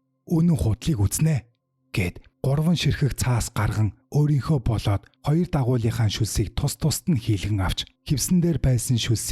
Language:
Mongolian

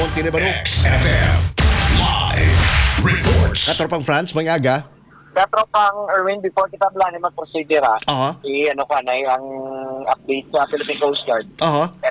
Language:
Hiligaynon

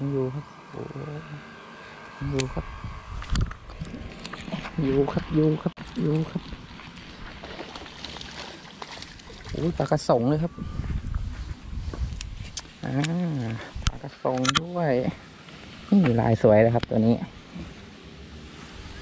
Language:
Thai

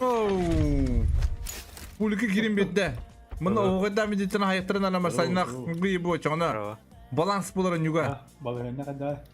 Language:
Yakut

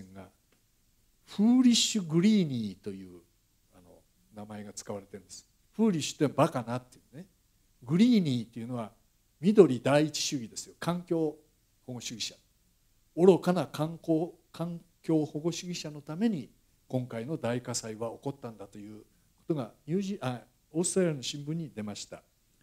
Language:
Japanese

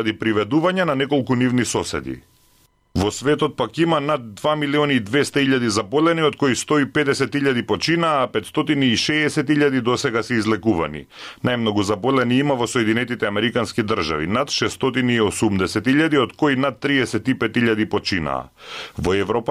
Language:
Macedonian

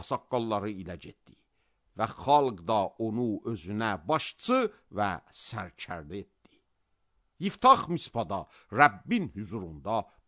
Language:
Azerbaijani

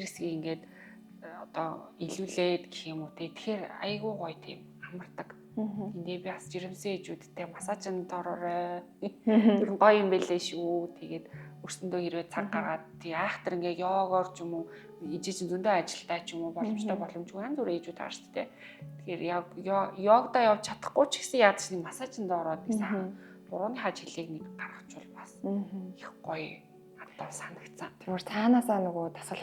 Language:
Mongolian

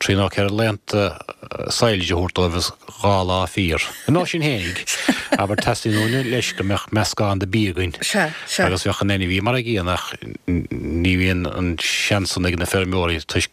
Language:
Irish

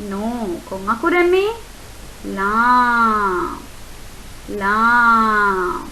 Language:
Divehi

